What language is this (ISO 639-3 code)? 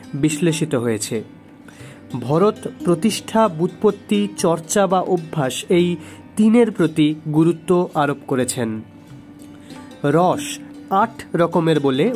ben